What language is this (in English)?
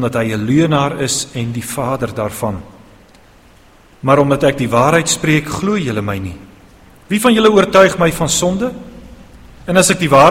Afrikaans